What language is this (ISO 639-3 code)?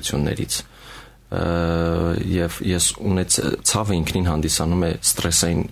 hye